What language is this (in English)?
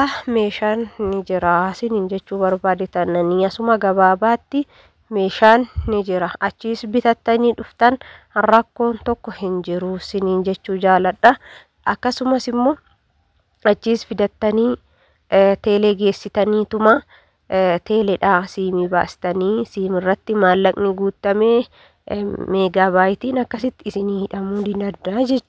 Oromo